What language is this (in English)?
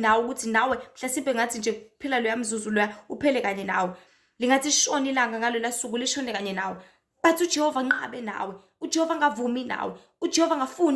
Zulu